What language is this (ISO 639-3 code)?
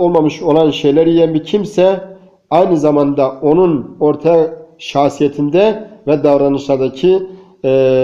tur